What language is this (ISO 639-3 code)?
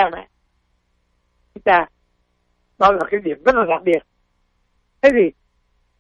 vie